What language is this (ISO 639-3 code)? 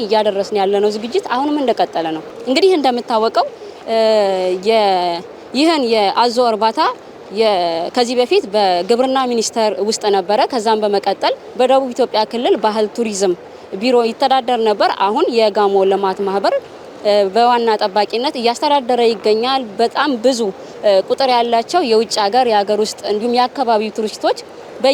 amh